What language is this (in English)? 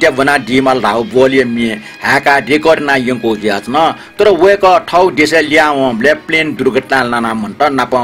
Newari